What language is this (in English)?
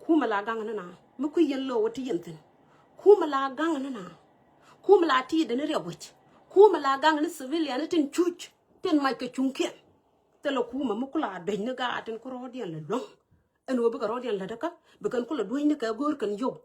Nuer